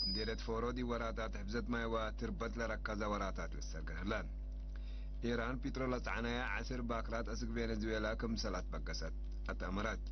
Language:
Tigre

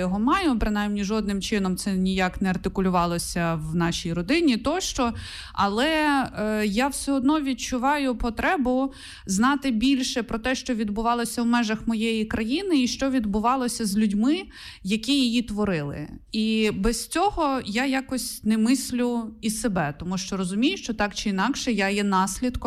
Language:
Ukrainian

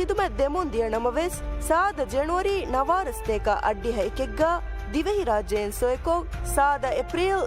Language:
Divehi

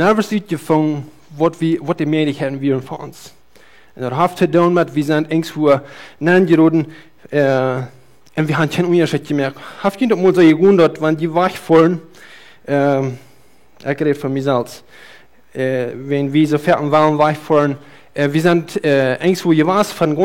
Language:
Plautdietsch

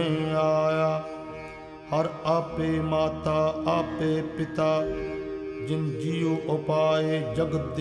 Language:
Punjabi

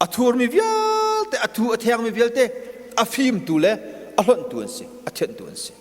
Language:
Hakha Chin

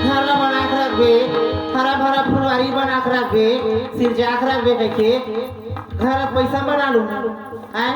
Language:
Chhattisgarhi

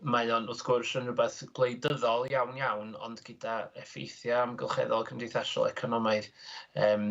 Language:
Welsh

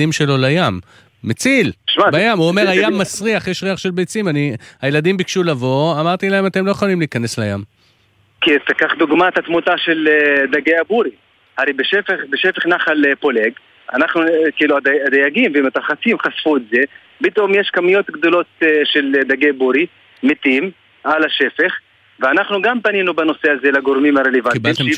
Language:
Hebrew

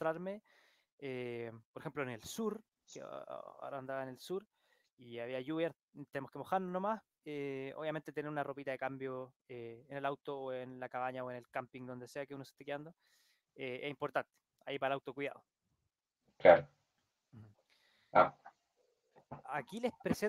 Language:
Spanish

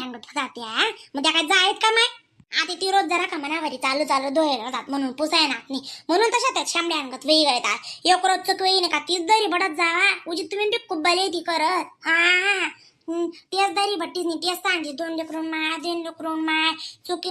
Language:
Khandesi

